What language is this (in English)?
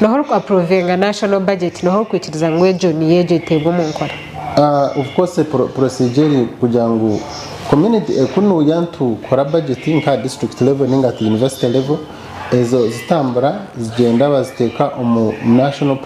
Nyankole